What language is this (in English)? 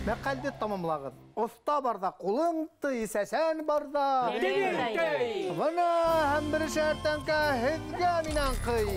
Bashkir